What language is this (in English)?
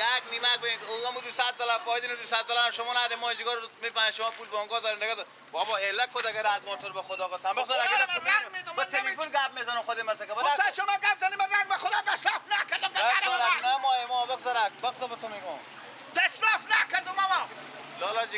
Persian